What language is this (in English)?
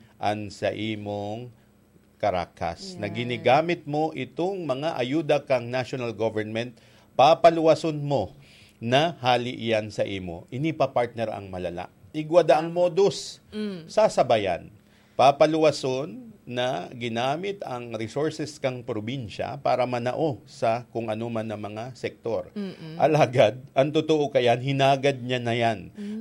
Bikol